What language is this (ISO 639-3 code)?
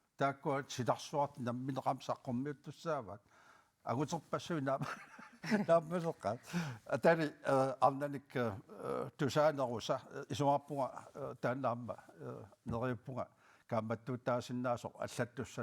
kal